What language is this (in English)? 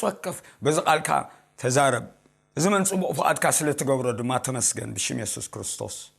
Tigrinya